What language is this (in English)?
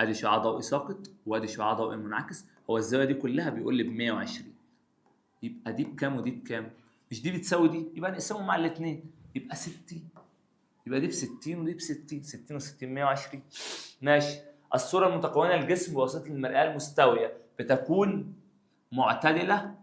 Egyptian Arabic